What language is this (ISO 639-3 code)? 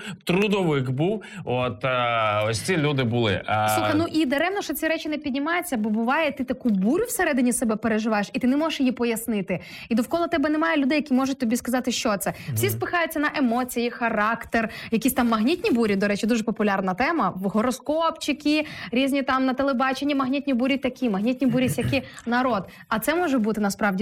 ukr